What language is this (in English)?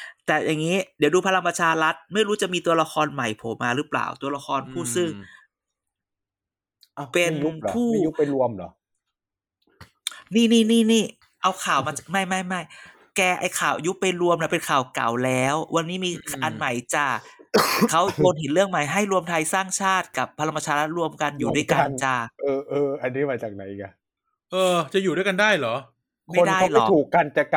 Thai